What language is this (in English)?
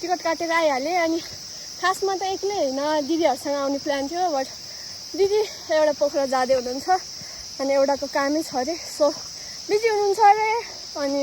Nepali